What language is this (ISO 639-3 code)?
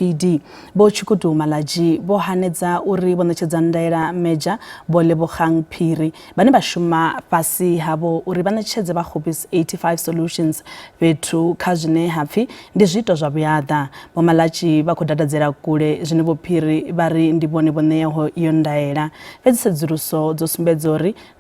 ven